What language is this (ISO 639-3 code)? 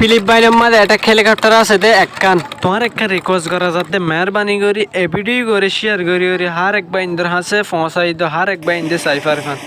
rhg